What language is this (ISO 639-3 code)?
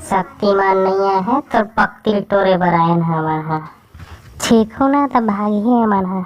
hne